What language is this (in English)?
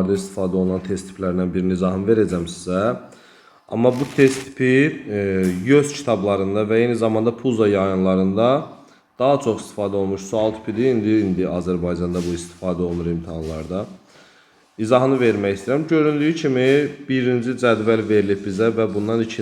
Azerbaijani